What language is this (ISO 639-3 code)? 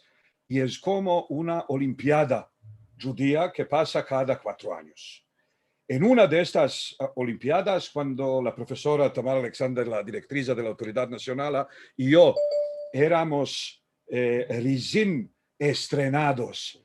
lad